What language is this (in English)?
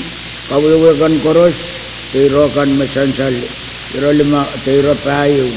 Pohnpeian